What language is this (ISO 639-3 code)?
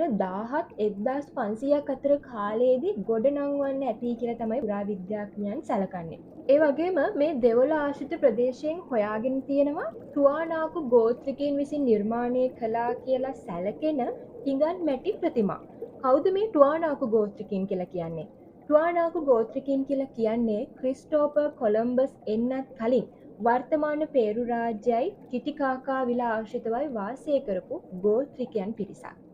sin